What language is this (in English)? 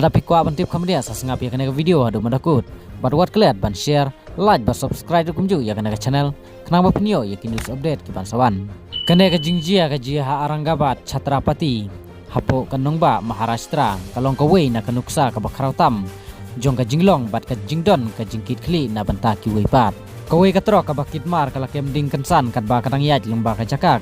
Khasi